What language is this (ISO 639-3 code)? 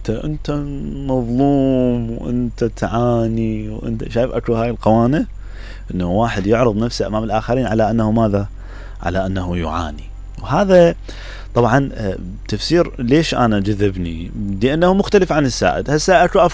acm